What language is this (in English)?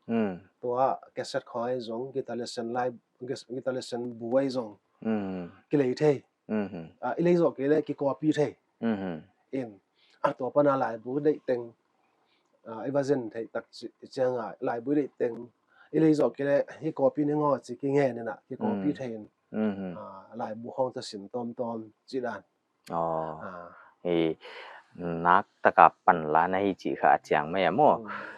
Paite Chin